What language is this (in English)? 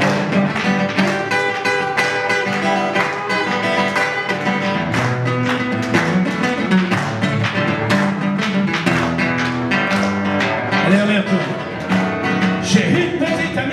French